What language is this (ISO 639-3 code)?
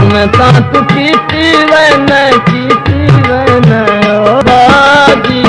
skr